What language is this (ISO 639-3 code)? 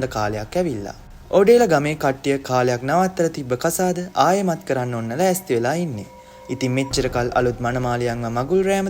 sin